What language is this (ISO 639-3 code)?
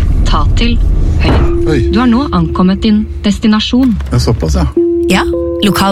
nor